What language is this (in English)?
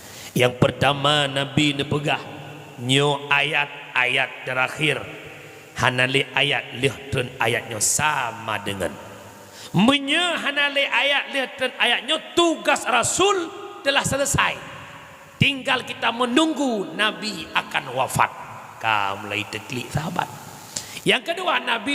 Achinese